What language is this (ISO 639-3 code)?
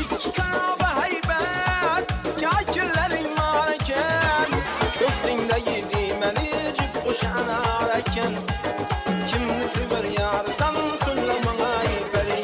kaa